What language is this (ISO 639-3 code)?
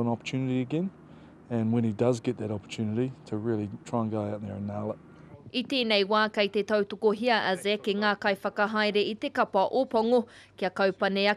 mri